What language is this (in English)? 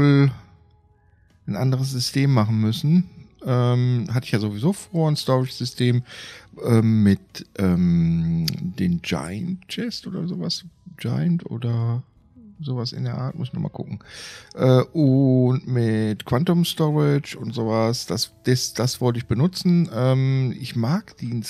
German